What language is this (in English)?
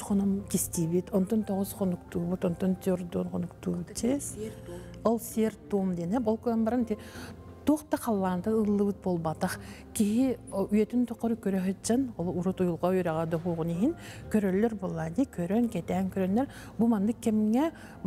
Yakut